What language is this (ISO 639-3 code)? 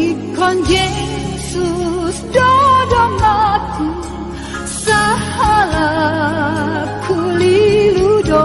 bbc